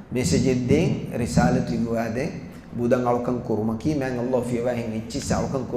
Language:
Divehi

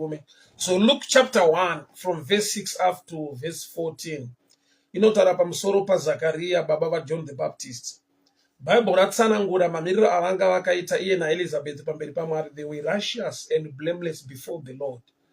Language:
Shona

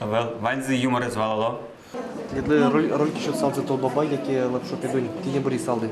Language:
Udmurt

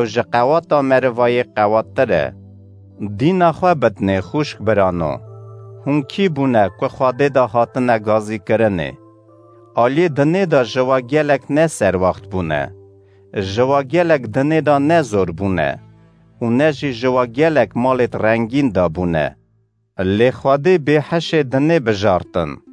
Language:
Kurdish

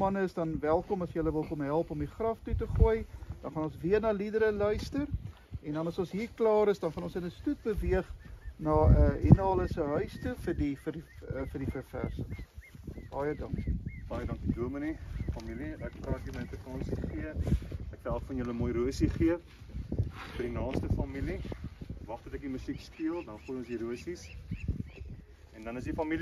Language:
Afrikaans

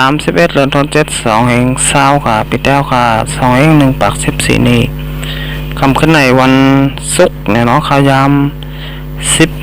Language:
Shan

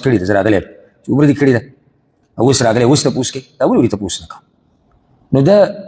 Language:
Pashto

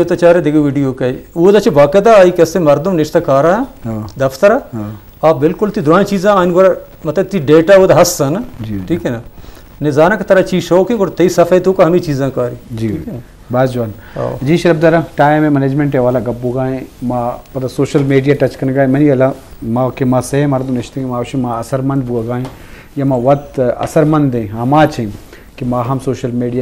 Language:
Eastern Balochi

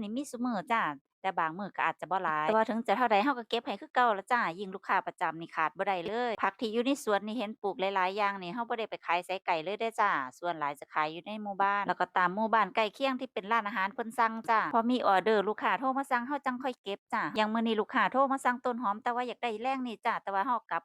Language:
Lao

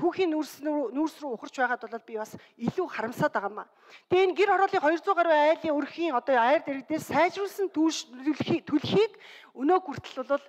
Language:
Mongolian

